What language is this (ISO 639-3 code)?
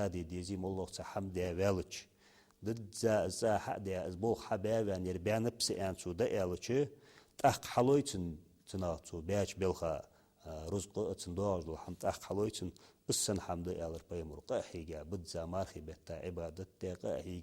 inh